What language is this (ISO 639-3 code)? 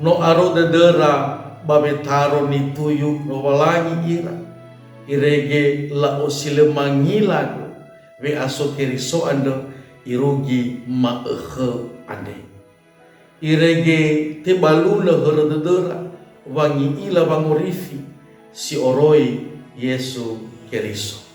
nia